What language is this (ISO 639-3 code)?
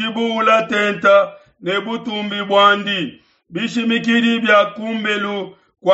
lua